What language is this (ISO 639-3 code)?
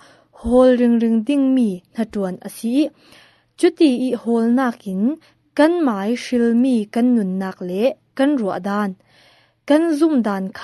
cfm